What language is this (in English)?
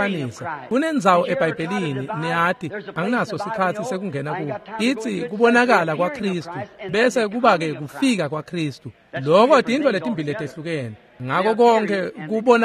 Swati